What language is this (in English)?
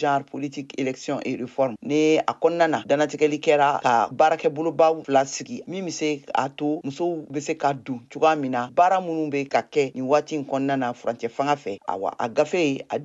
Bambara